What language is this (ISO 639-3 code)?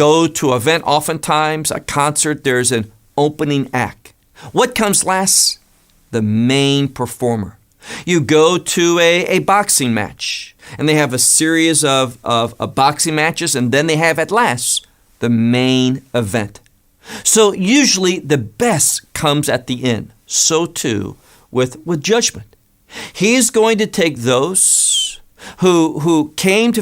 eng